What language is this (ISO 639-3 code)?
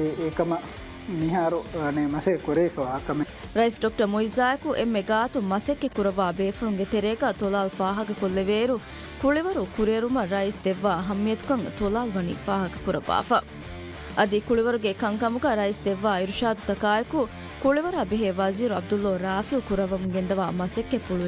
div